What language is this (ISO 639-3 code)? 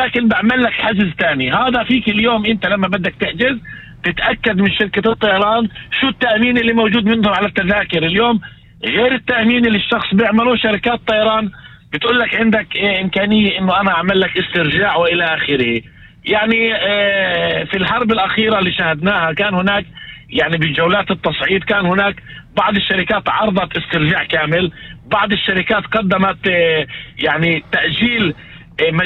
apc